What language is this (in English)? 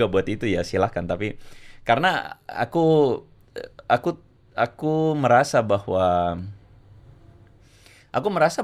Indonesian